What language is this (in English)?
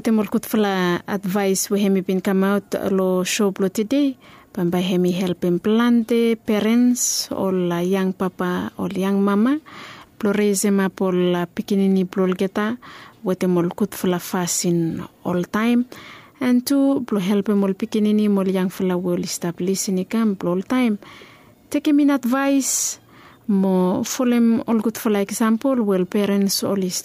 Bislama